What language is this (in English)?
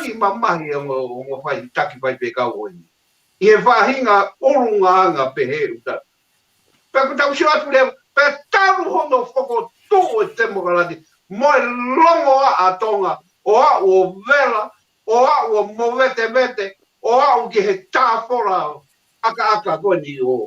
Tongan